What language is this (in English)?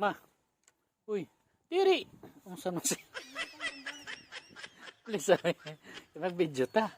Cebuano